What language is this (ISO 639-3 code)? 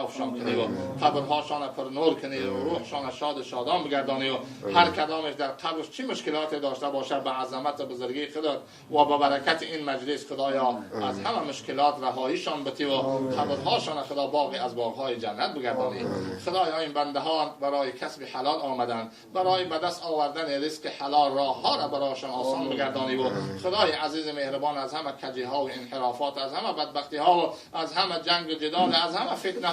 tgk